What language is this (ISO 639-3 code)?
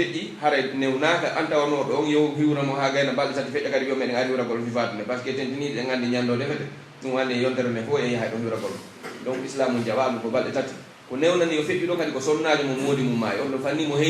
fuf